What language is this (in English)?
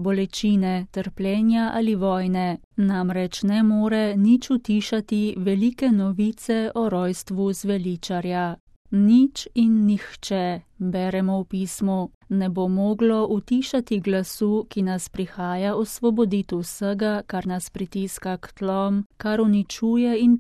Slovenian